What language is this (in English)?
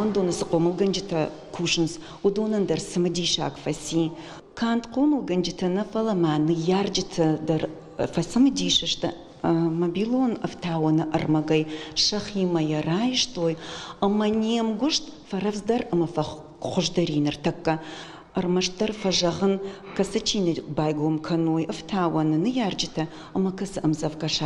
Ossetic